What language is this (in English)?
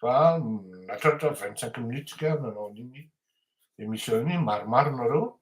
Malagasy